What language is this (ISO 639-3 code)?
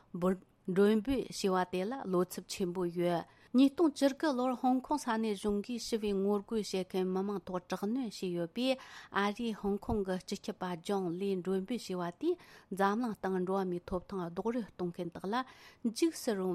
bod